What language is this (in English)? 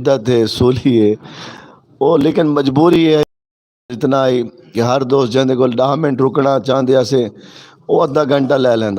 Saraiki